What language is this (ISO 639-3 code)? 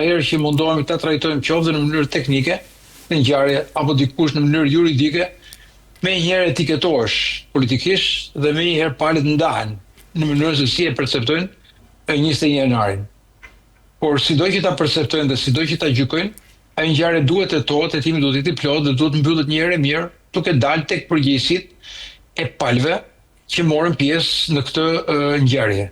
sqi